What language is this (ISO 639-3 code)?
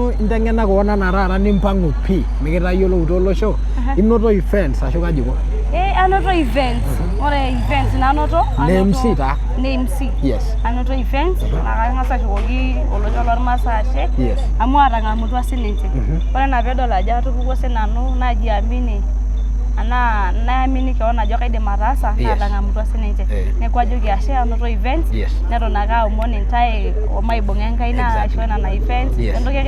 mas